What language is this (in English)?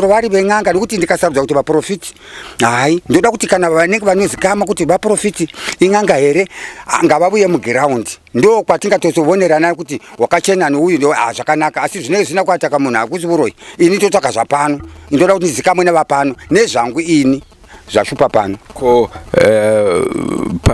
Shona